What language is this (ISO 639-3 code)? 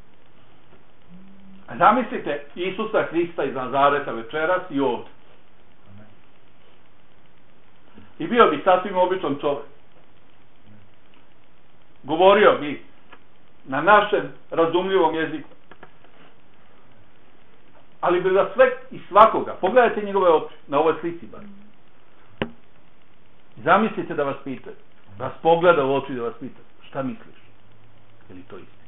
bos